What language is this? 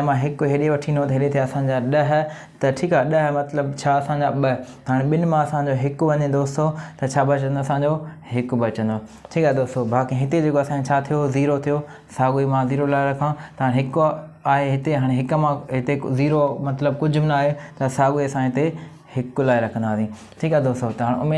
Sindhi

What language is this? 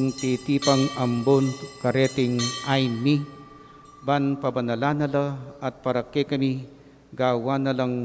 Pampanga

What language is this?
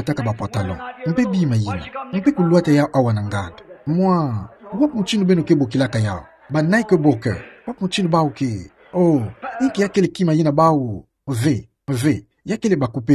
Kituba (Democratic Republic of Congo)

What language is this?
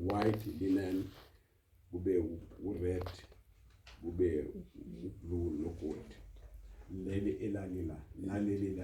Zulu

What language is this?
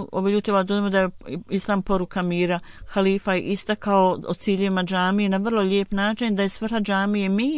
Croatian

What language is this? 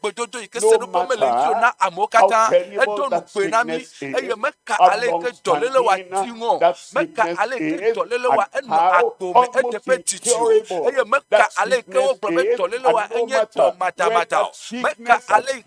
Ewe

